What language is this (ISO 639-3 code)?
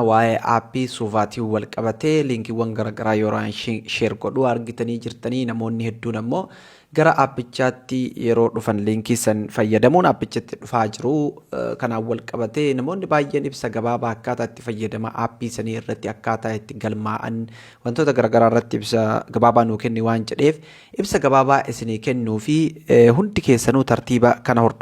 orm